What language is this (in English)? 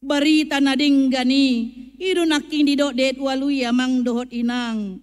Batak Toba